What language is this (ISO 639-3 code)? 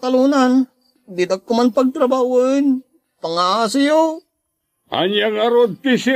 ilo